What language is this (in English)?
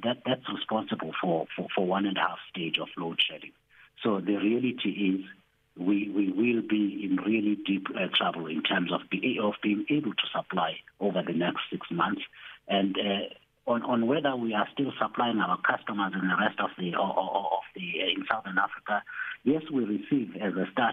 English